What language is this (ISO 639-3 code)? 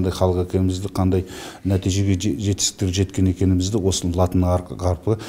kaz